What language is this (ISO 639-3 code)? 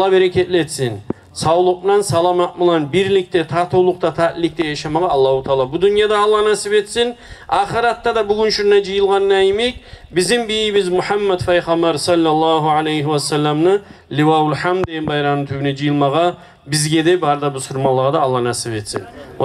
kum